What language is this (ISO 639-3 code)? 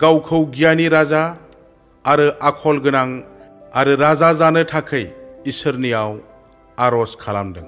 brx